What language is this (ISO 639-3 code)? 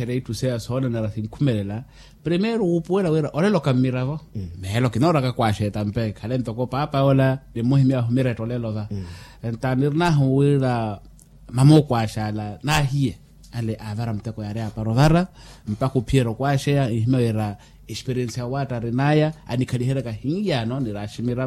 vmw